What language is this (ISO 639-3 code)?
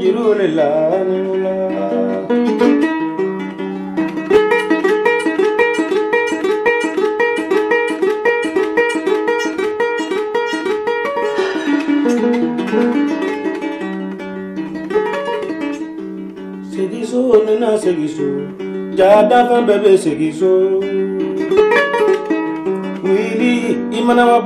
swa